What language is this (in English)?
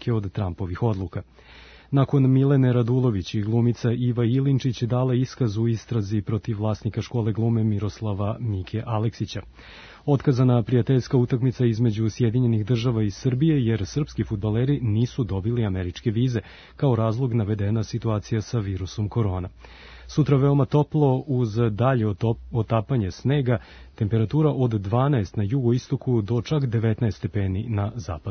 Serbian